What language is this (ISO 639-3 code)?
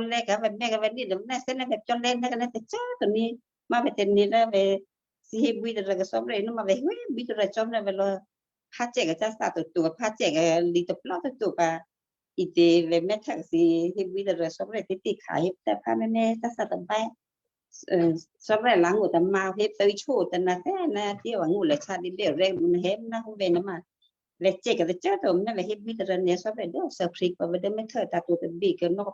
kyu